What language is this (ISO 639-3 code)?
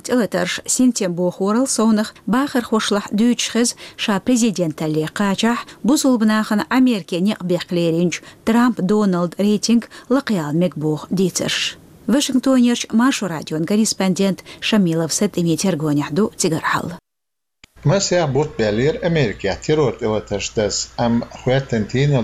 che